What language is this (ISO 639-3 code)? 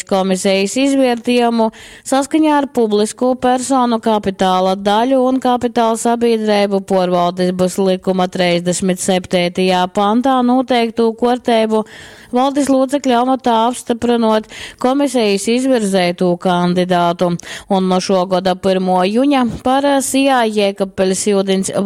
ltg